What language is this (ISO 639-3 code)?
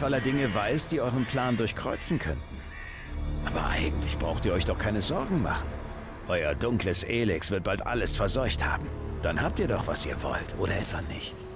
deu